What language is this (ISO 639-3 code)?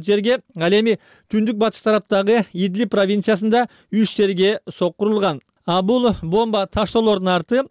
kir